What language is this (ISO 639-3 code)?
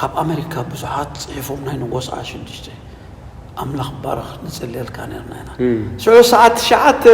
tir